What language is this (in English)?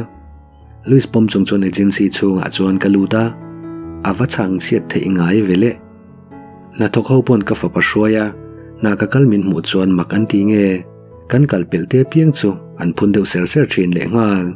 Mizo